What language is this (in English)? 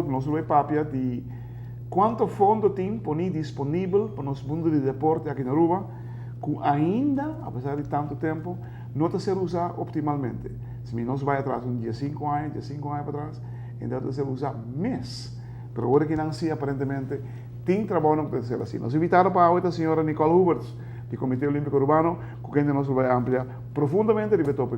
Papiamento